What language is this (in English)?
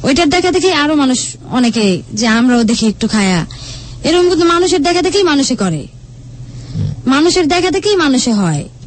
Bangla